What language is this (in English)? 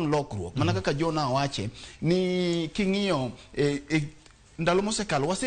Luo (Kenya and Tanzania)